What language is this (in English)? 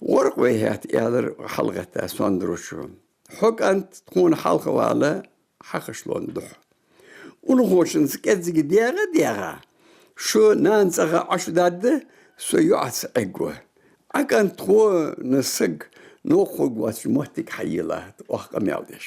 Ingush